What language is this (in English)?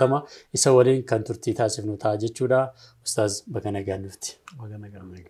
Oromo